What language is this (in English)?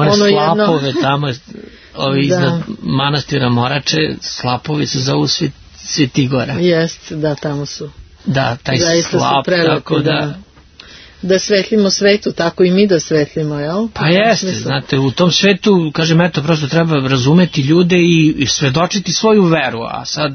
Serbian